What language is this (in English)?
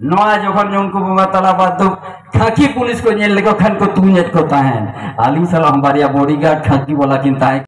Santali